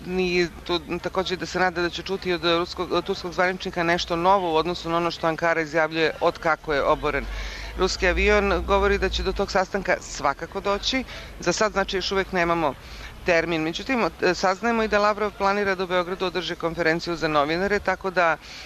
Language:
Serbian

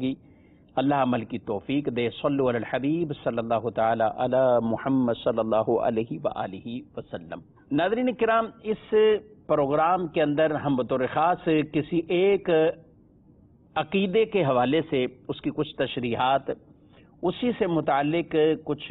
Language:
Urdu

